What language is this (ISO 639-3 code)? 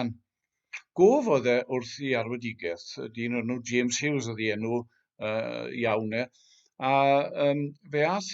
cym